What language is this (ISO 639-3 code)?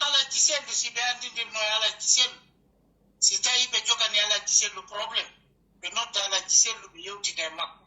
fuf